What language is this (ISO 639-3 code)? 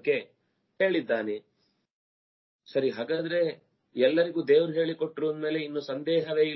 kan